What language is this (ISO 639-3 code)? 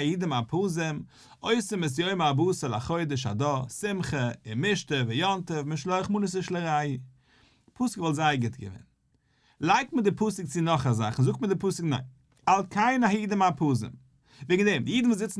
yid